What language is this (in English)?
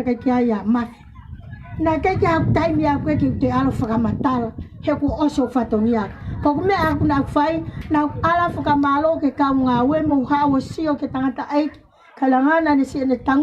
Tongan